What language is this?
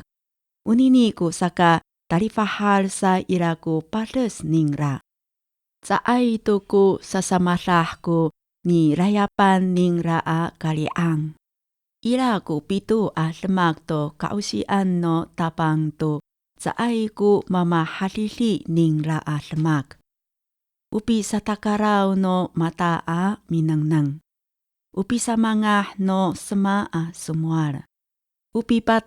Amis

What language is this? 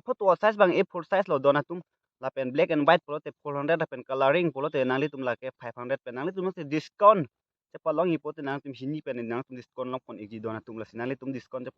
Karbi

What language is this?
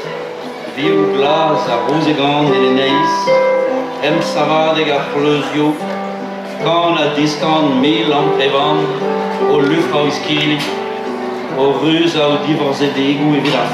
Breton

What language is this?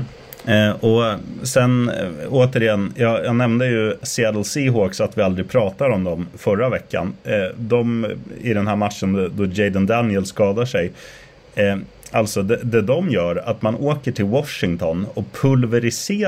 Swedish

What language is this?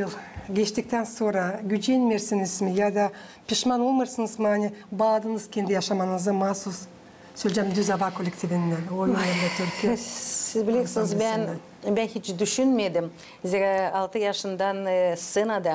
Gagauz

